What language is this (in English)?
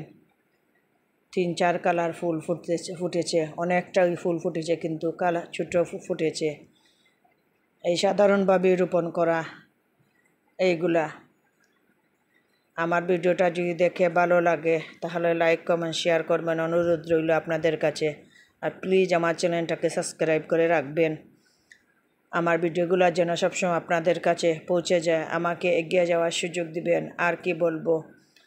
Bangla